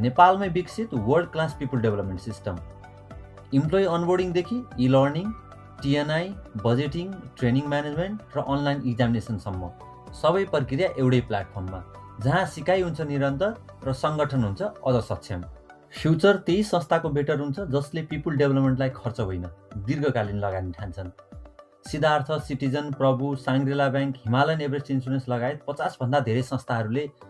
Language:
Nepali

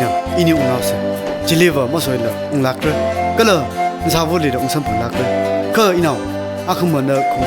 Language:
Tangkhul Naga (India)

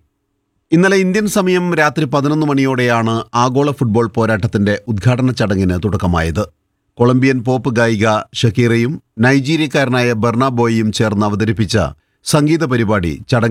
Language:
Malayalam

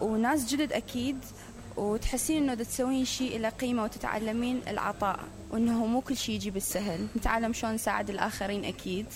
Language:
Mesopotamian Arabic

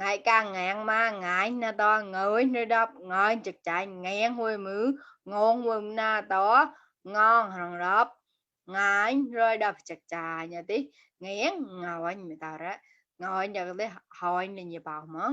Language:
Mon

